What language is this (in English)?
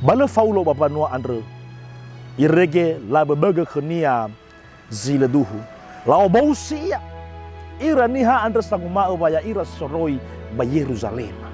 Nias